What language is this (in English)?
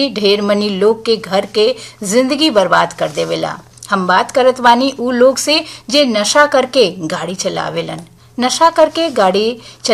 Bhojpuri